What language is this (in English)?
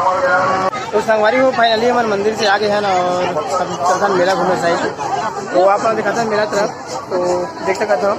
Chhattisgarhi